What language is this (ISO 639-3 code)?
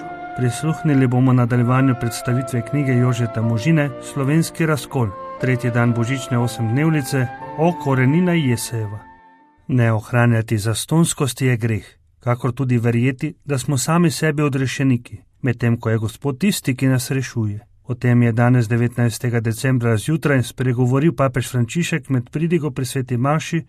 slv